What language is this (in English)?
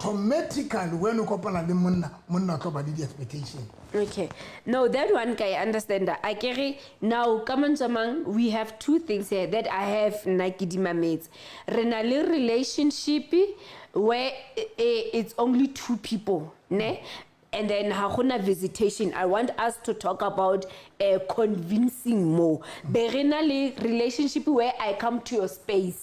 Southern Sotho